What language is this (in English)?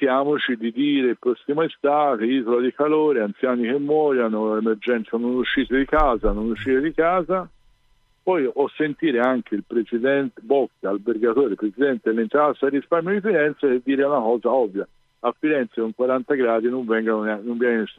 Italian